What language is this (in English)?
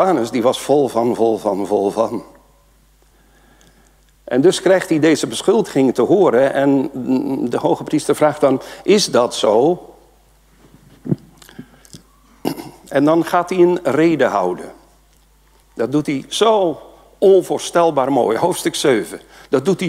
Dutch